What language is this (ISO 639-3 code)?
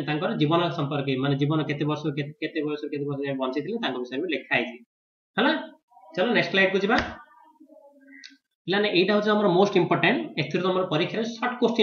ori